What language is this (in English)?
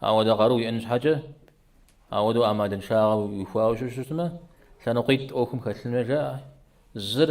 Kabardian